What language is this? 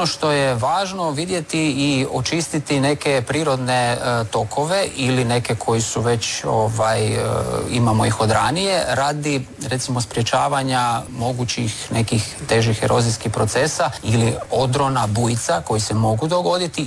Croatian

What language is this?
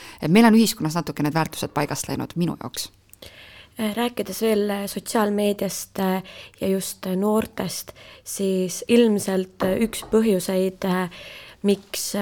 Estonian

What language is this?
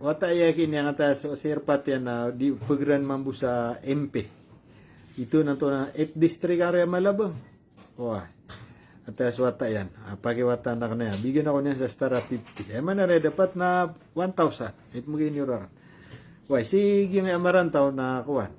Maranao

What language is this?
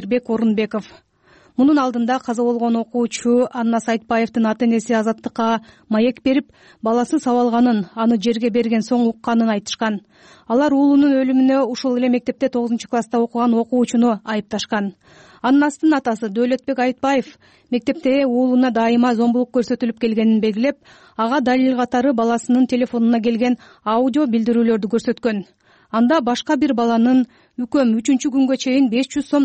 Kyrgyz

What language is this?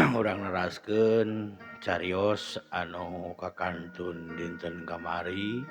Sundanese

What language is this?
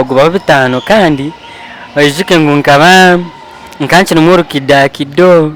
Nyankole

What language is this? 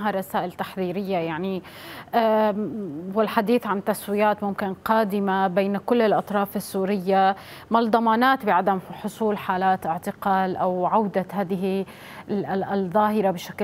Arabic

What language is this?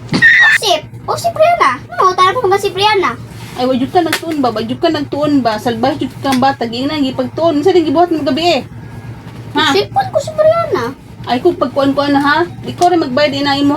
Cebuano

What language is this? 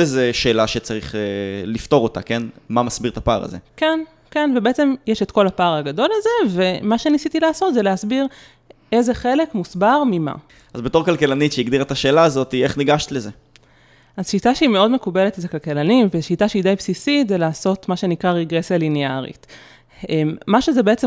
Hebrew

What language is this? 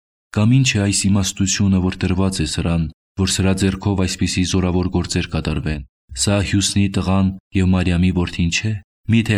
Armenian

